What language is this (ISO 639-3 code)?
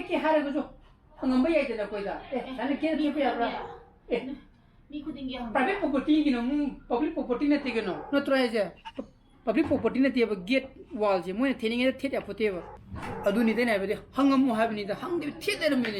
mni